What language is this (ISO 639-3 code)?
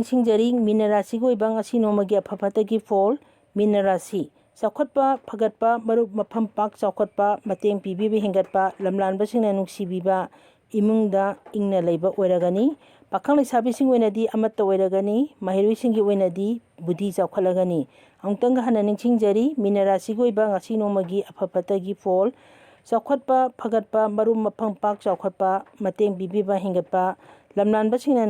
mni